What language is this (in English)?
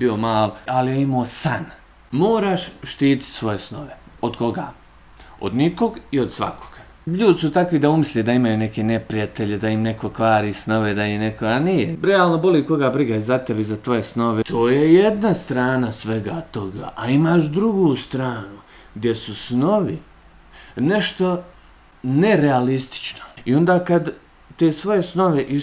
Bosnian